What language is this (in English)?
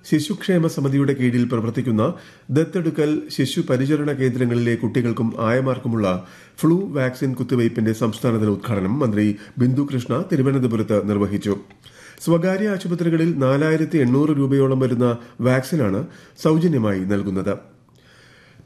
Malayalam